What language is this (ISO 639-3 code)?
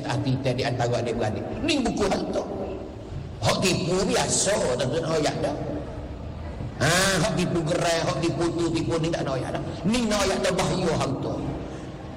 msa